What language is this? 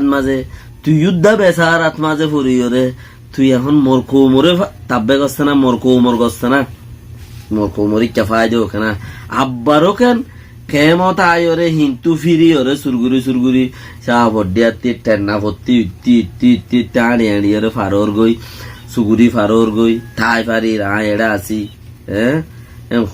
Rohingya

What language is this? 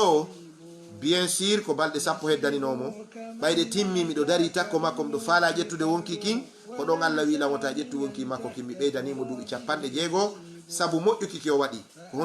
Fula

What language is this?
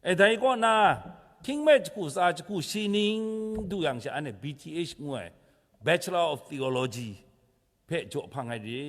Kachin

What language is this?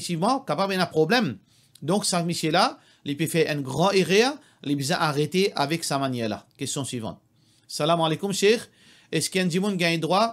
Morisyen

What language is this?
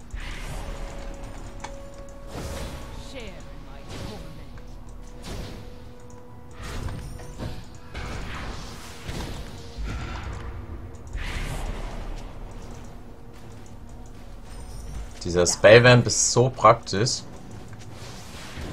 German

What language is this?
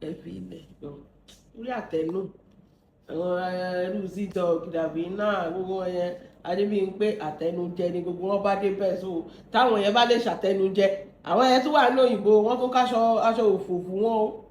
Yoruba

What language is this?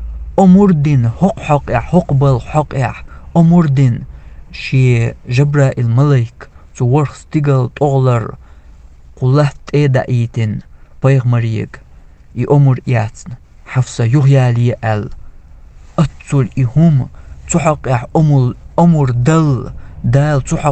Chechen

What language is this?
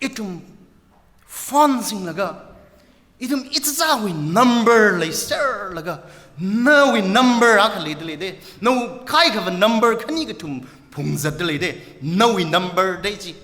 Tangkhul Naga (India)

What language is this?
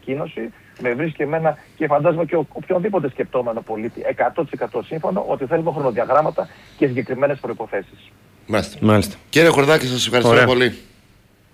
Greek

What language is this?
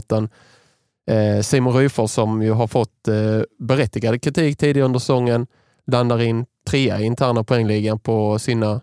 Swedish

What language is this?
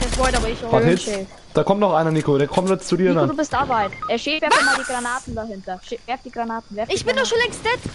Bavarian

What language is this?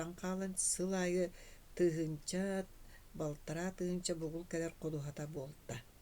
Yakut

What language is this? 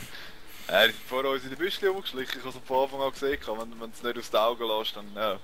Swiss German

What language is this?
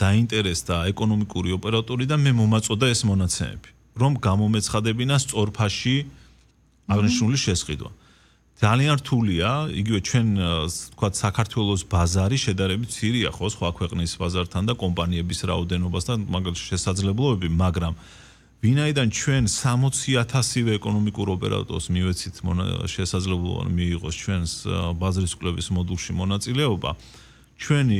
Georgian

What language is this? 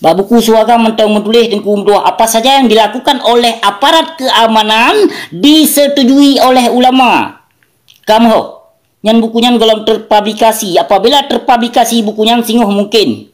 Achinese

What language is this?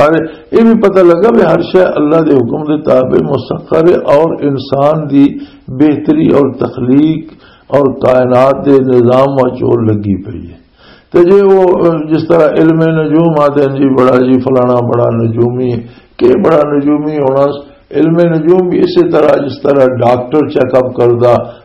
Western Panjabi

